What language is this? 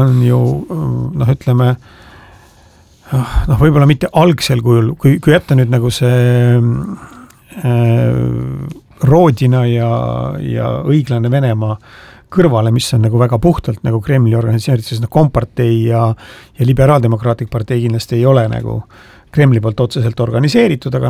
Estonian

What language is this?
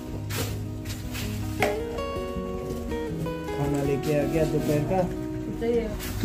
Hindi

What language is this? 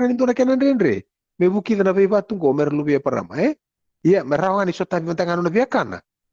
Fijian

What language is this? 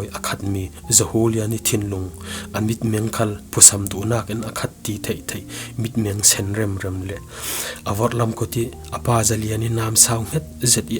Falam Chin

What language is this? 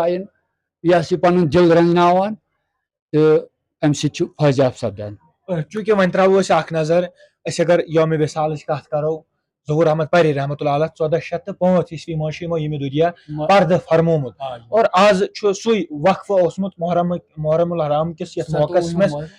Kashmiri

